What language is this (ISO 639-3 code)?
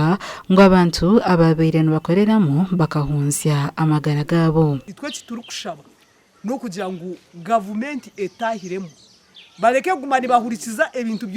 nyn